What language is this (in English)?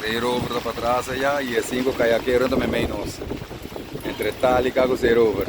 Papiamento